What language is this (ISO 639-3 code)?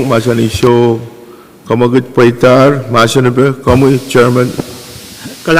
pon